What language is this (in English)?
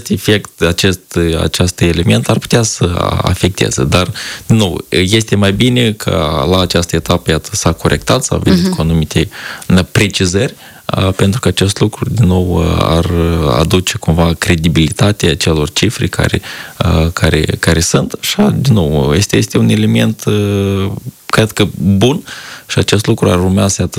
Romanian